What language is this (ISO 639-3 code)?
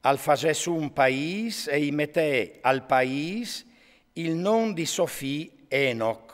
fur